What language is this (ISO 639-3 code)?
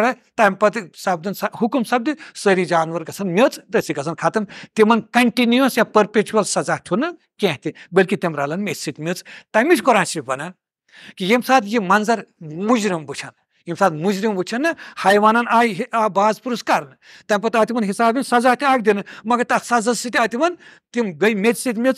kas